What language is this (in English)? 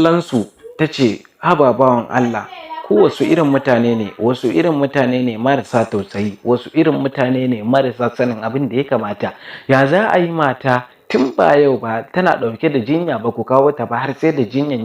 Hausa